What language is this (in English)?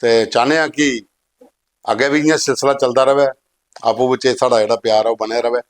Dogri